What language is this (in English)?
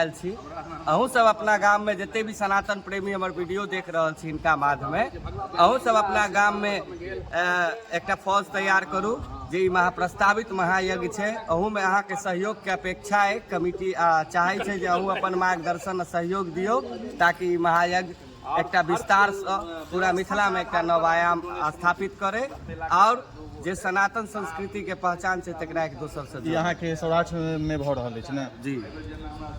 Maithili